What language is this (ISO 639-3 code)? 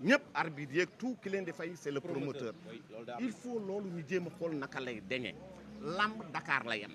wol